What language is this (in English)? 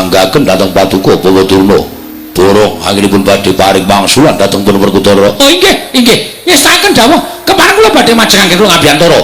Javanese